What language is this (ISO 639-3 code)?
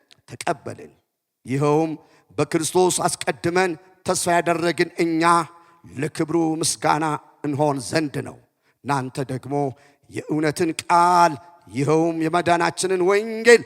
amh